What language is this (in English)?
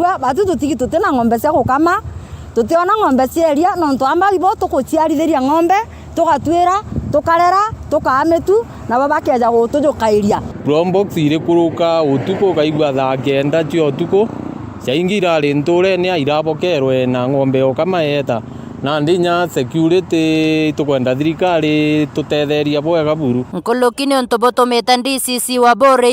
Meru